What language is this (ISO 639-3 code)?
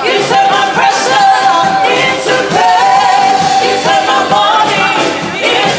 ton